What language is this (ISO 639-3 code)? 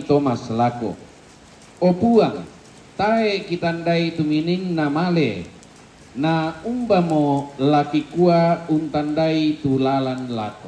sda